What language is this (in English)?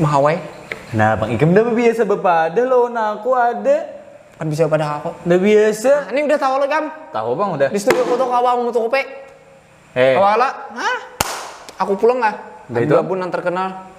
Banjar